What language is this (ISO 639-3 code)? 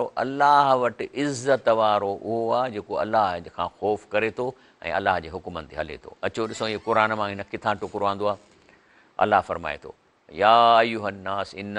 snd